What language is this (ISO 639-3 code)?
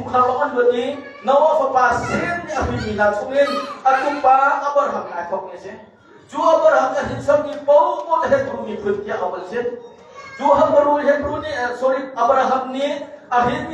cnh